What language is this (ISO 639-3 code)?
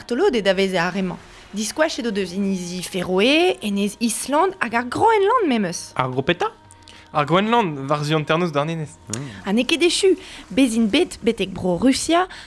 bre